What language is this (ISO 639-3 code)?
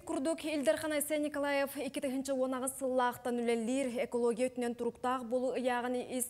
sah